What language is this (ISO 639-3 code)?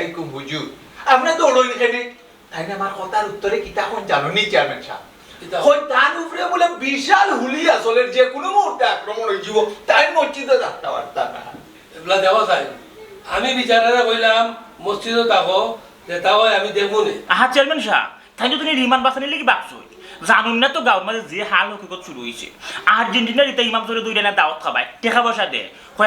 syl